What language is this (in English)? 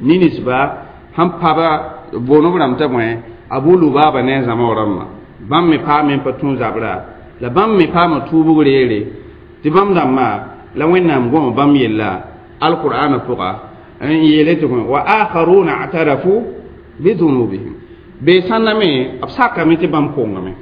Mossi